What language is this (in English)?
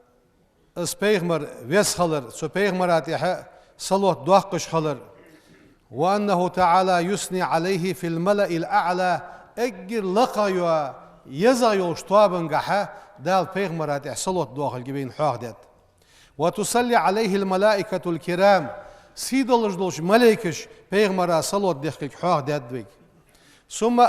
Ingush